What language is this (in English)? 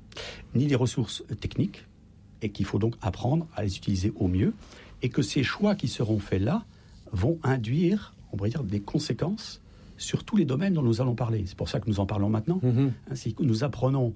French